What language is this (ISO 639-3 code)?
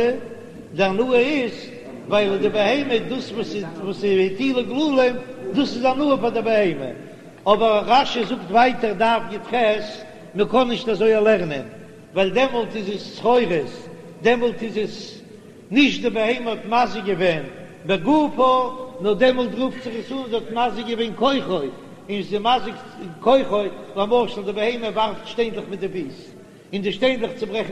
yid